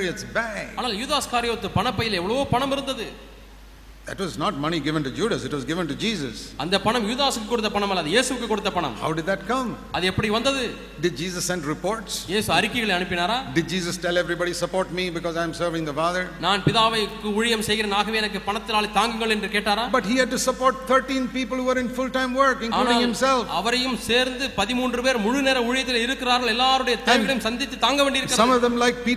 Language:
Tamil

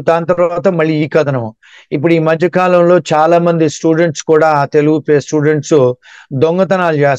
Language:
Telugu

